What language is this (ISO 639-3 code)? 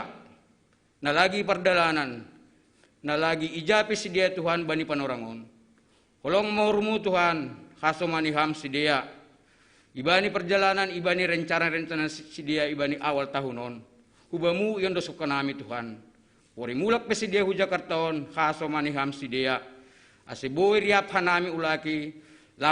bts